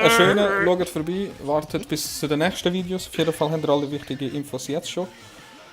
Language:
Swiss German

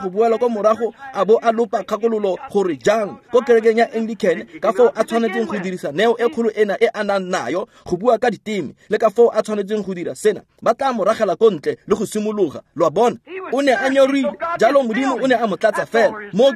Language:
Tswana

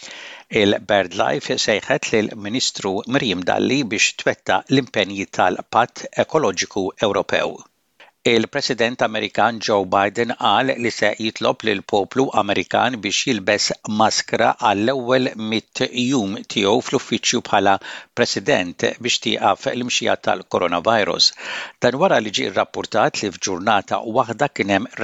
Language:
Maltese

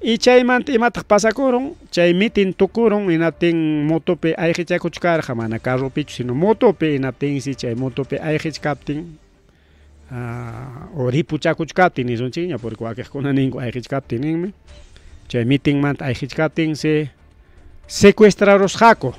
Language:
Ayacucho Quechua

